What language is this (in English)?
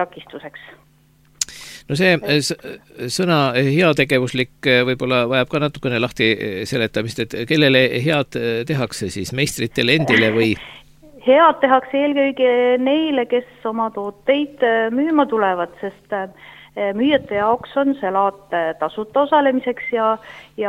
Estonian